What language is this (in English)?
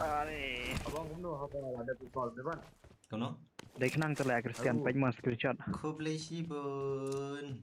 Khasi